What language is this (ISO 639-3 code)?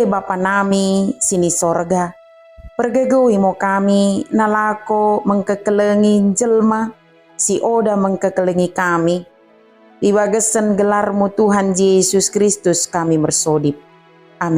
btd